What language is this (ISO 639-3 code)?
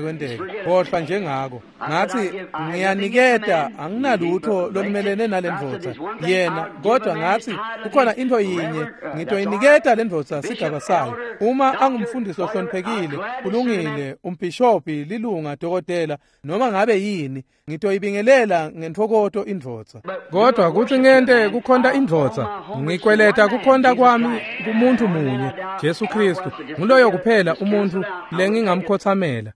ssw